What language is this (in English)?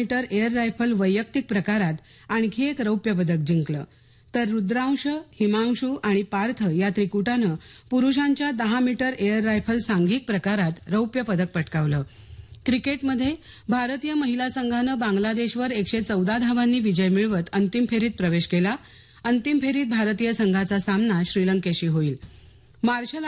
Marathi